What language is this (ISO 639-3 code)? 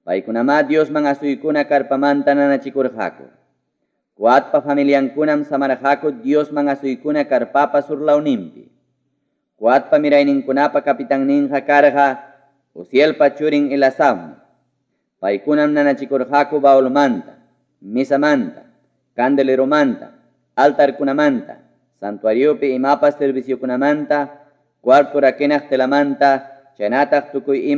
quy